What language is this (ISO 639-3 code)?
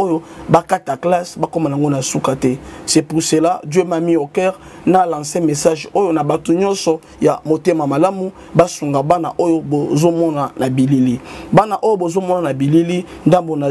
lin